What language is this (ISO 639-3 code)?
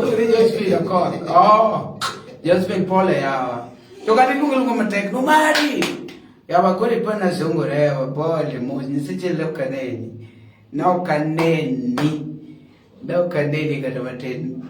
luo